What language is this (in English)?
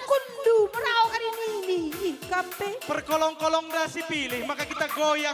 Batak Karo